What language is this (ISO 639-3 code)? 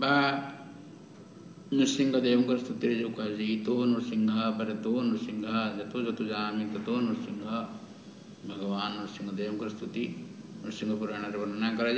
ori